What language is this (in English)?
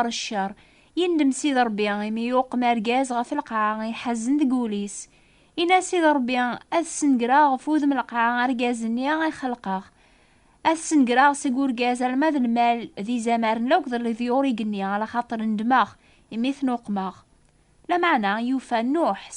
Kabyle